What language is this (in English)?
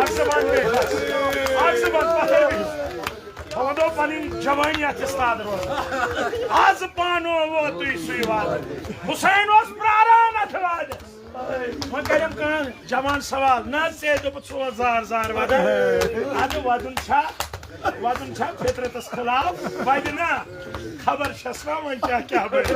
Kashmiri